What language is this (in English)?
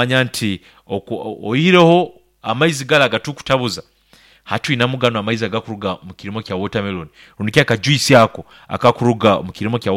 Nyankole